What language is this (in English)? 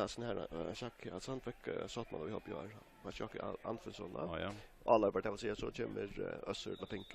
Faroese